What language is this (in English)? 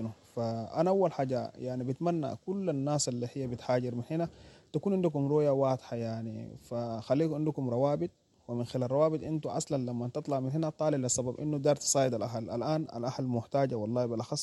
Sudanese Arabic